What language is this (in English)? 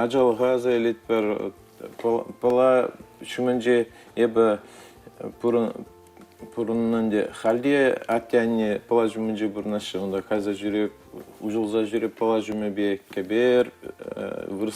Chuvash